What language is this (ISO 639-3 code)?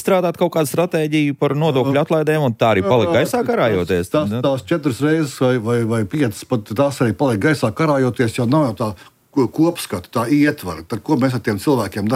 lav